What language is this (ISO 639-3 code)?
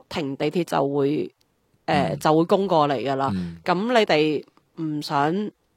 yue